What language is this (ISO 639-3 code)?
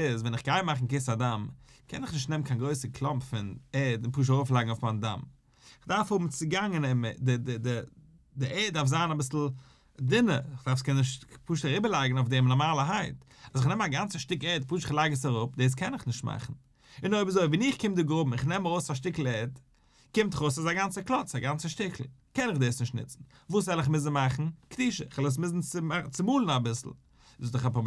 yid